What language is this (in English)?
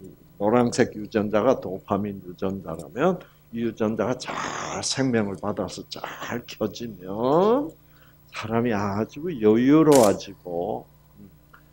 Korean